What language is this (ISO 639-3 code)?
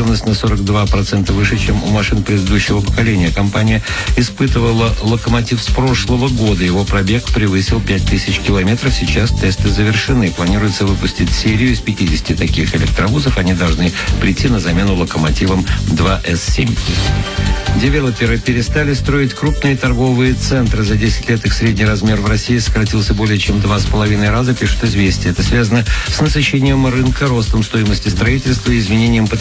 rus